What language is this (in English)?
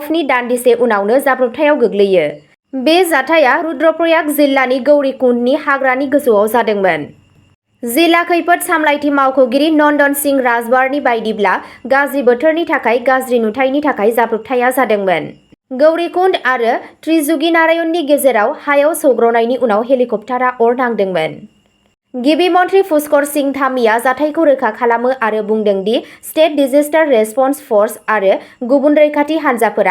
Bodo